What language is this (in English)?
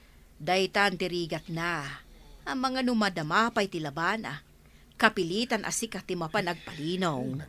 Iloko